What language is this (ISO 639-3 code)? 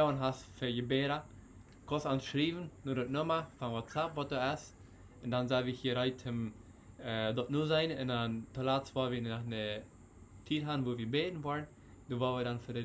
pdt